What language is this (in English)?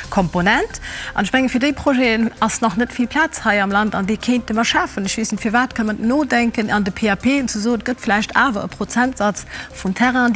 Luxembourgish